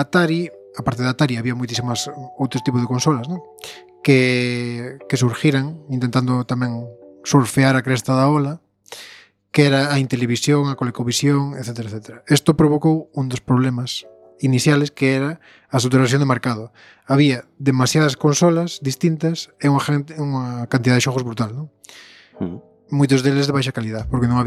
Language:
Galician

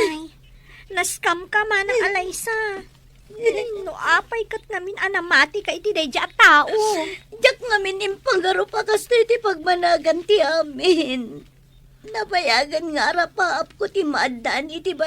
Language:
Iloko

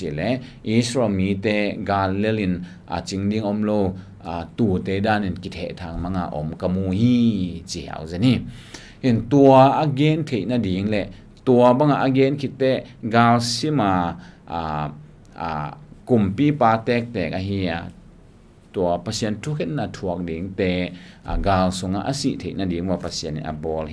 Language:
Tedim Chin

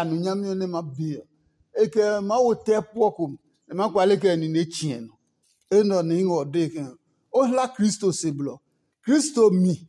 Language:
Adangme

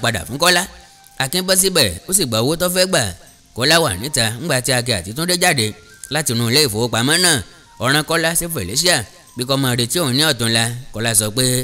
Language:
Yoruba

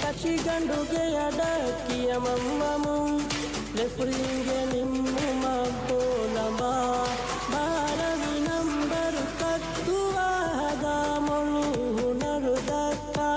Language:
Divehi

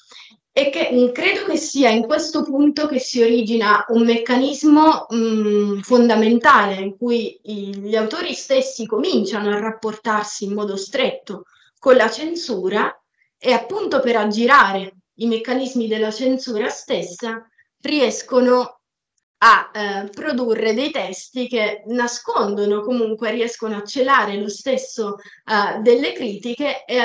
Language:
Italian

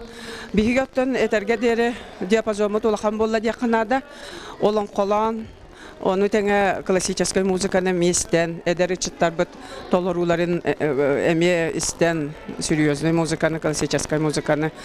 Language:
Yakut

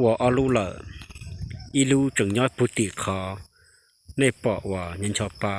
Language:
Hmong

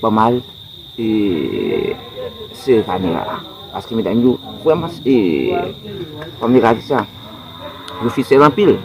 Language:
Haitian Creole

